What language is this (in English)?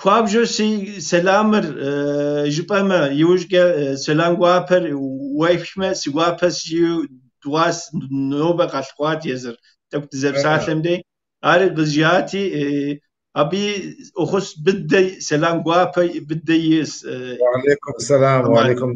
Kabardian